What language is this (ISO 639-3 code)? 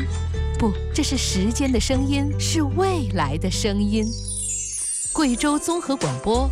zho